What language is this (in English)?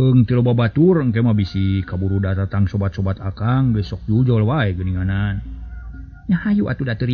Sundanese